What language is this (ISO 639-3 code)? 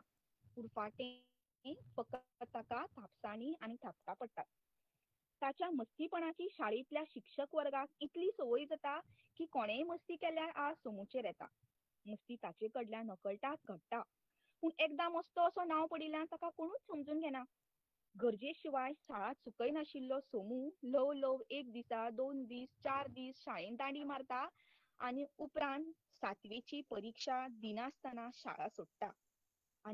kok